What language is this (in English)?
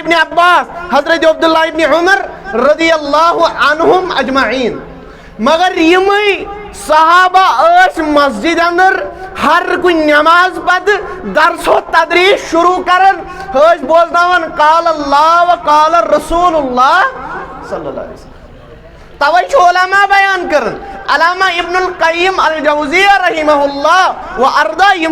Kashmiri